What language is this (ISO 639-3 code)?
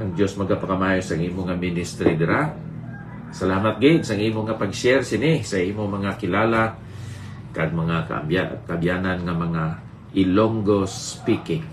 hil